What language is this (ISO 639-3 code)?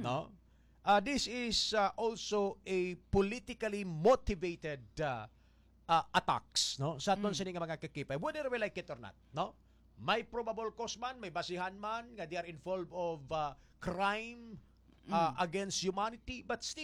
hil